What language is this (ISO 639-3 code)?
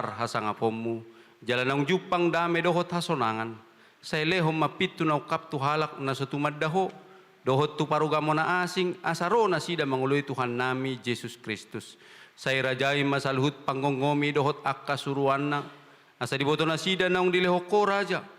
bbc